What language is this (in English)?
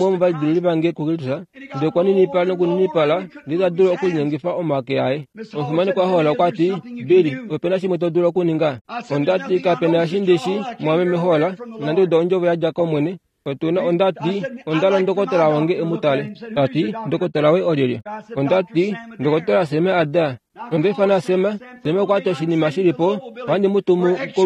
Kuanyama